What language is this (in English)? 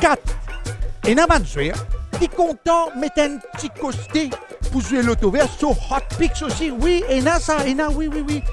Morisyen